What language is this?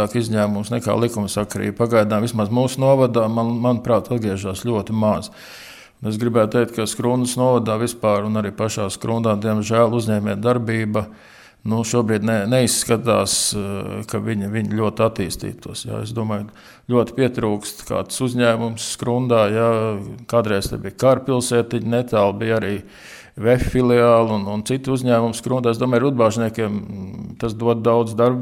Latvian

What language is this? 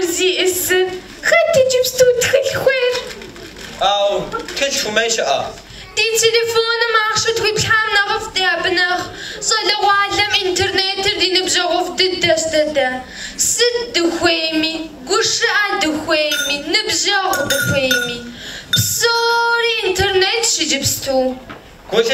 Kabardian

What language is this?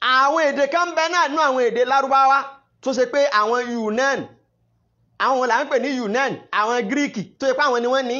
Yoruba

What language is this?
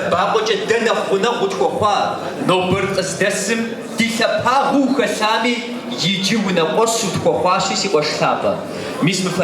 Kabardian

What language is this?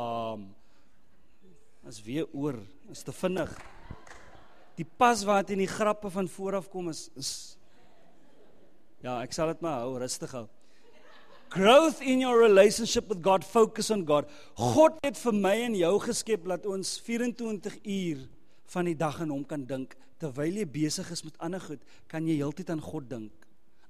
Afrikaans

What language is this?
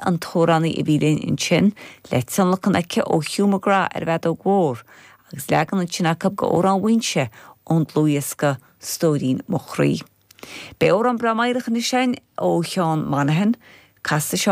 Irish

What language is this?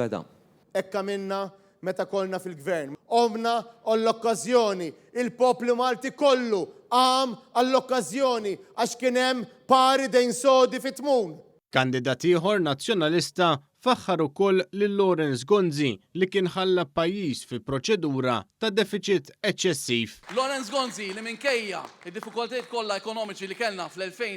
Maltese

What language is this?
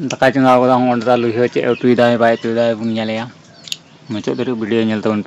Santali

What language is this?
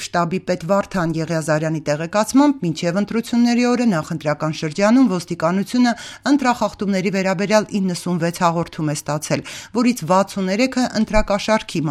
Armenian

